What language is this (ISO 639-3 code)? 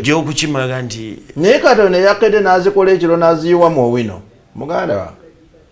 lug